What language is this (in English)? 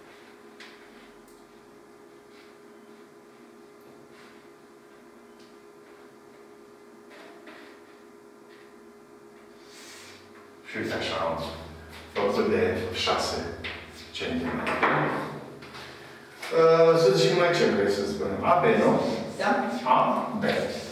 Romanian